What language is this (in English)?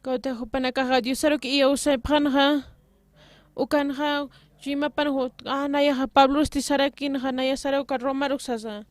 Aymara